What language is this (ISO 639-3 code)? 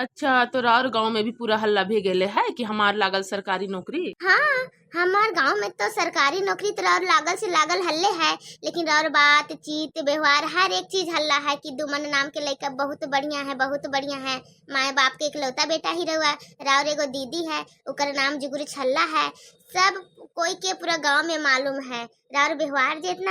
bho